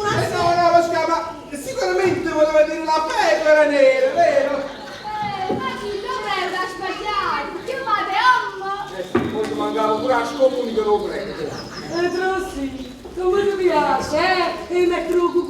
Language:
Neapolitan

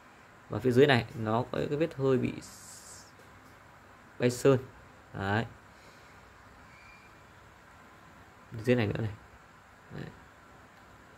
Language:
Vietnamese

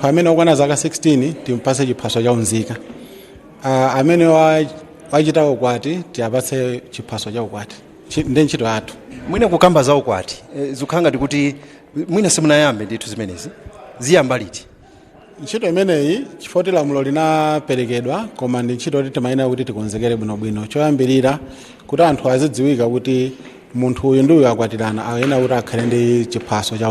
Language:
Nyanja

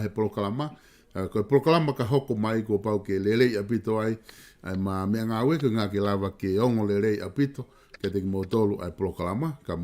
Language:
Tongan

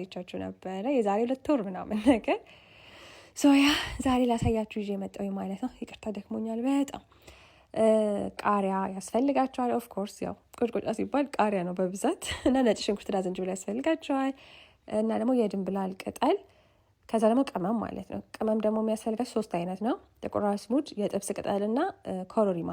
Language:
Amharic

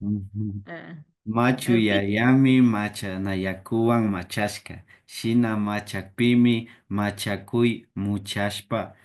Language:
Imbabura Highland Quichua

